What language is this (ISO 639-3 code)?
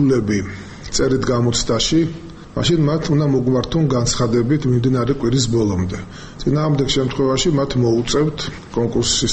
kat